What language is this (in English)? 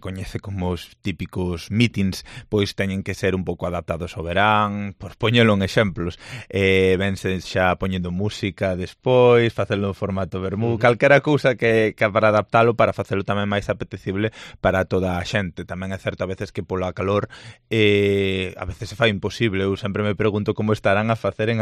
Galician